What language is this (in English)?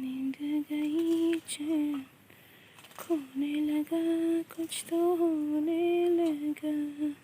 Kok Borok